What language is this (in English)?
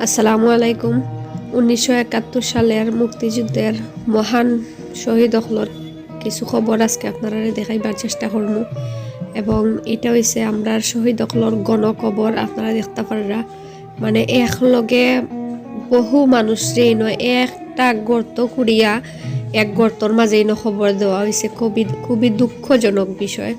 Sylheti